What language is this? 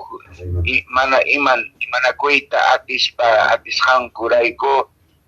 Quechua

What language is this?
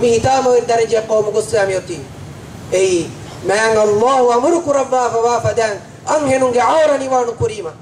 Divehi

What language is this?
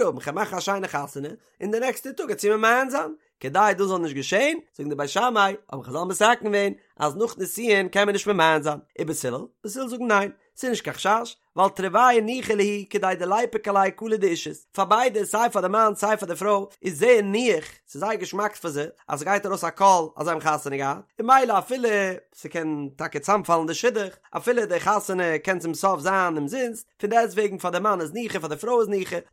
Yiddish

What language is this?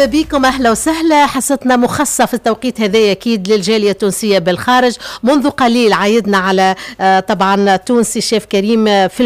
Tunisian Arabic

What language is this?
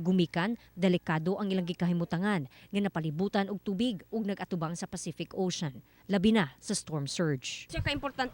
Cebuano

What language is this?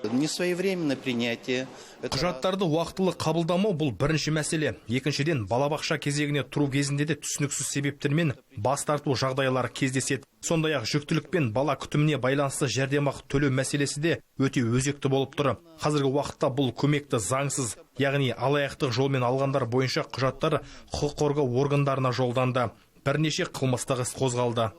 Kazakh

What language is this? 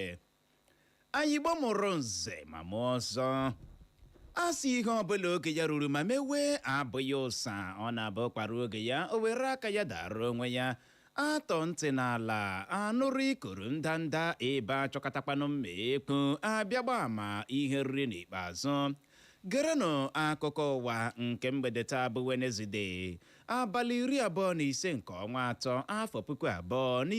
Igbo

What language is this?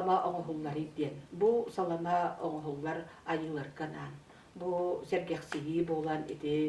Yakut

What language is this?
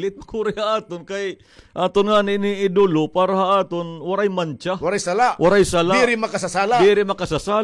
Waray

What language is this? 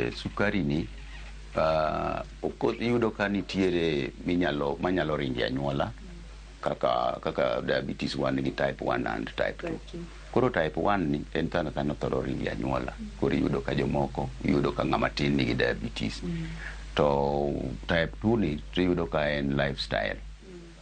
Luo (Kenya and Tanzania)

